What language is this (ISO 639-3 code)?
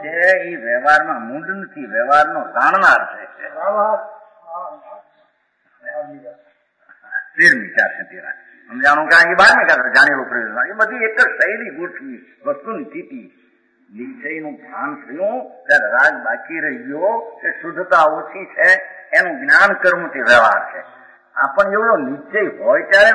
guj